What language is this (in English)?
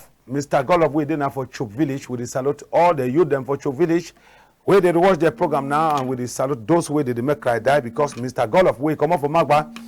Cameroon Pidgin